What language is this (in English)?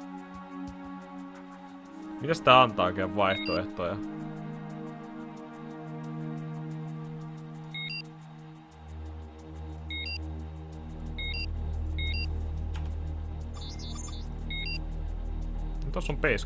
Finnish